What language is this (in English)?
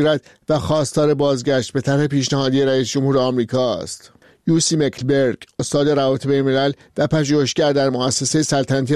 Persian